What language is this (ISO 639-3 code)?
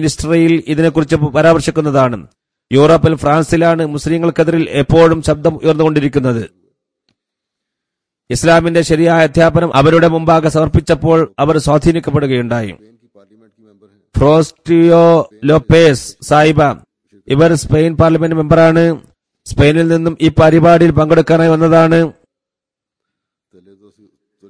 mal